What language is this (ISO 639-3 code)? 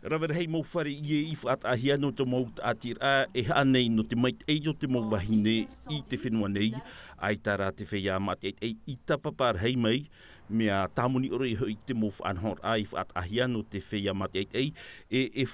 tah